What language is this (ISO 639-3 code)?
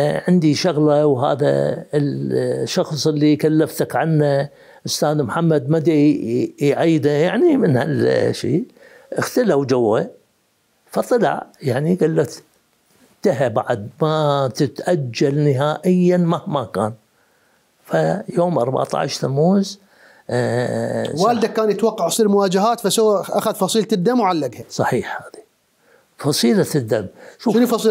acm